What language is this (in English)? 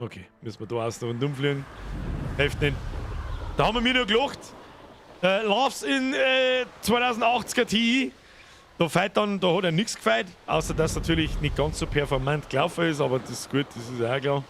Bavarian